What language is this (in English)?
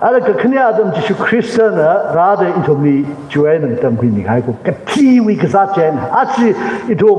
Tangkhul Naga (India)